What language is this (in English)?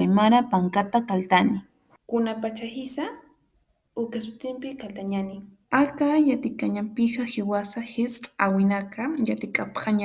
Aymara